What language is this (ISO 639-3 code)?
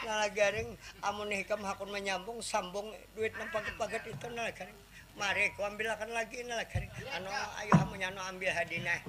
bjn